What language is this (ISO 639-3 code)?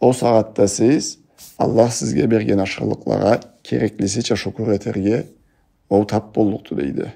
krc